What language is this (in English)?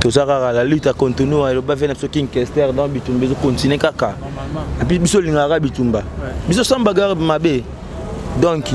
Lingala